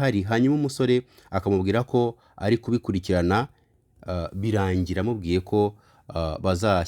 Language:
Kinyarwanda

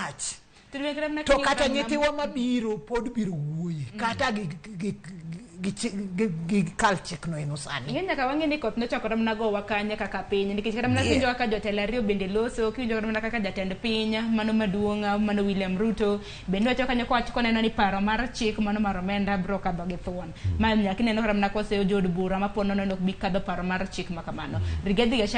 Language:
Luo (Kenya and Tanzania)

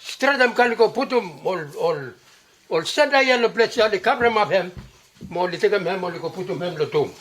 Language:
Bislama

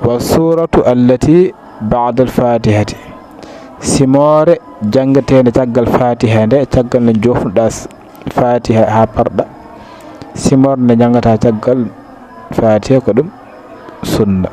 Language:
Fula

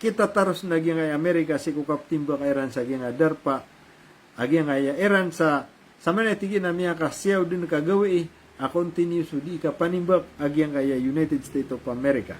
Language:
Maranao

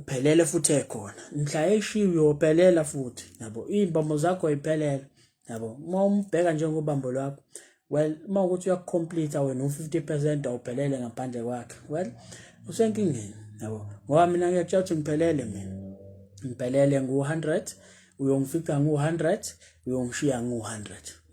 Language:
Zulu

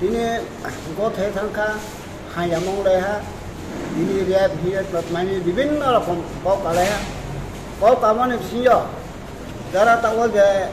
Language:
Riang (India)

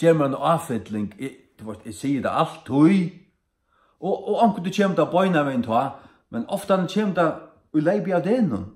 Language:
Faroese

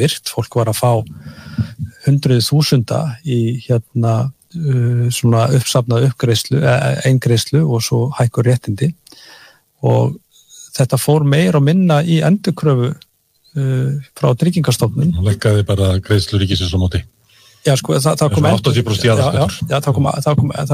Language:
Icelandic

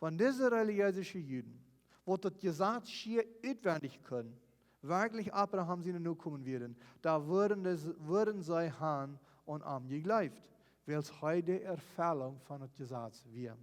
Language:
Plautdietsch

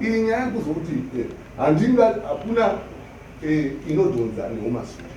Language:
Shona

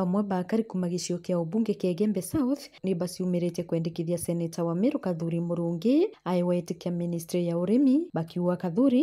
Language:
Meru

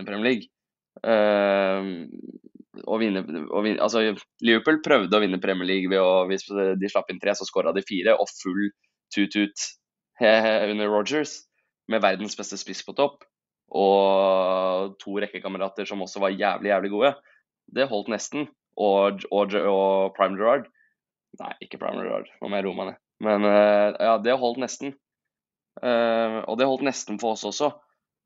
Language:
Norwegian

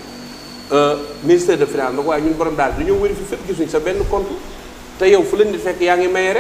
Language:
Wolof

